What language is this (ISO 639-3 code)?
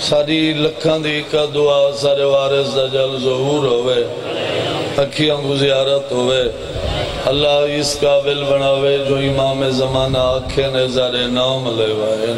skr